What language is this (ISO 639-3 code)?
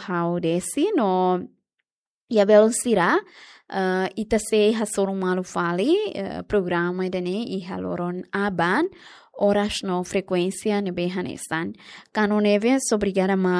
tet